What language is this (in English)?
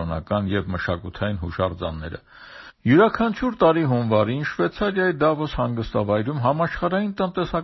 Armenian